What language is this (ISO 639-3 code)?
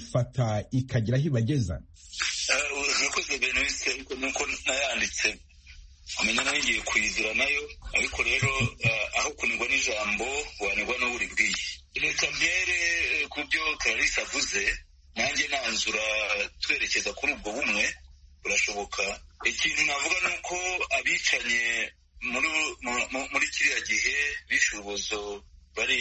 kin